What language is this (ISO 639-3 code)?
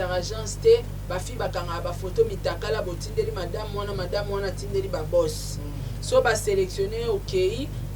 lin